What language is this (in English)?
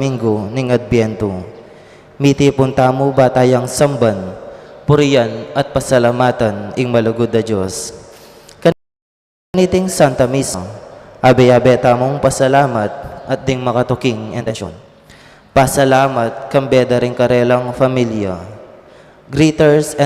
Pampanga